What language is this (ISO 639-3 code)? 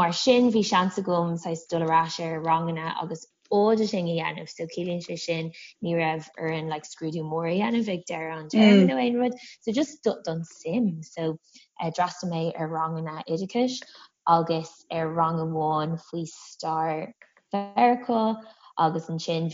gle